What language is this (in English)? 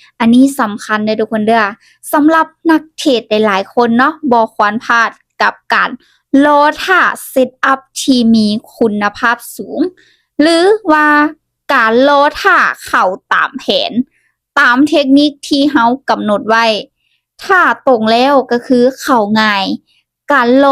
Lao